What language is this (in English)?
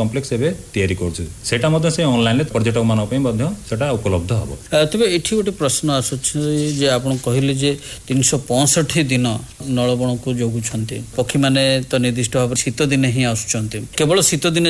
Odia